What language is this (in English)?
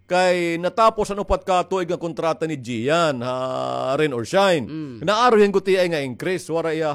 Waray